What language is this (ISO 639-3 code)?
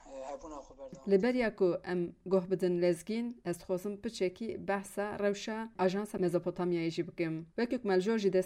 kur